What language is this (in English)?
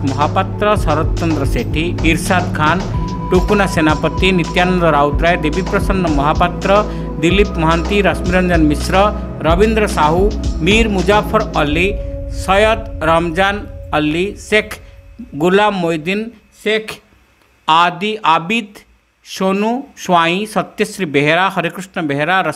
Odia